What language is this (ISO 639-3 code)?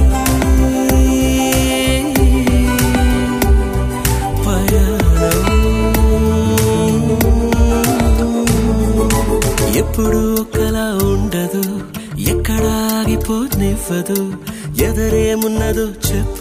tel